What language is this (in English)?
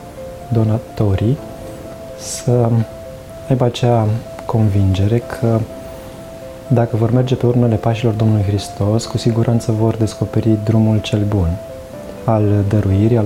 Romanian